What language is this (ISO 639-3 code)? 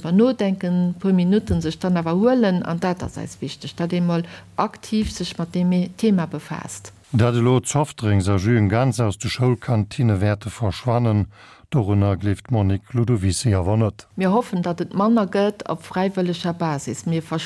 ltz